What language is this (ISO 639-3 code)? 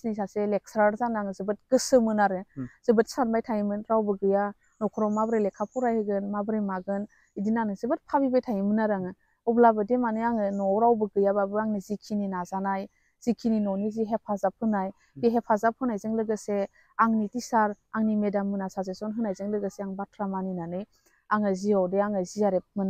brx